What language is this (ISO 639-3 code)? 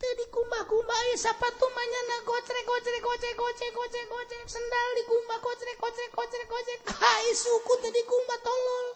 sun